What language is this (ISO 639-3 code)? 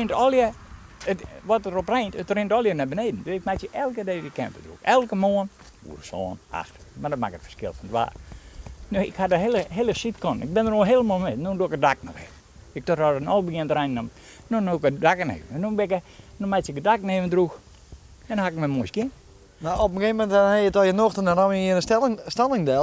fry